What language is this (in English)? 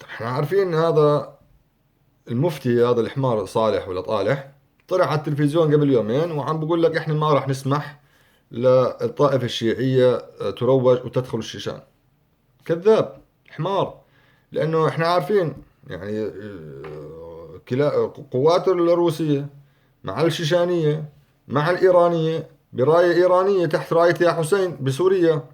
North Levantine Arabic